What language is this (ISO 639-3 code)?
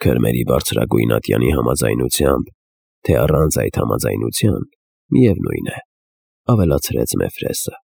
hye